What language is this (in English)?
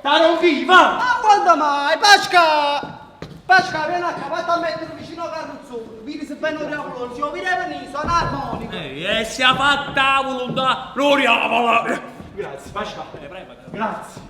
Neapolitan